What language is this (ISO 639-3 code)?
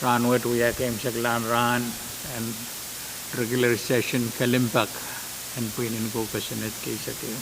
pon